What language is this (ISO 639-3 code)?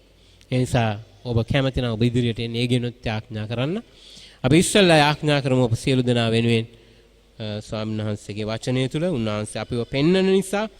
sin